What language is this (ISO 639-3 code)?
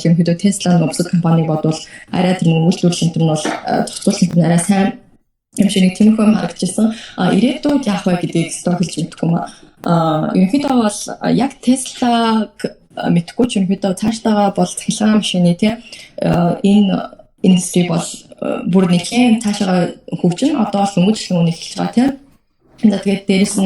mon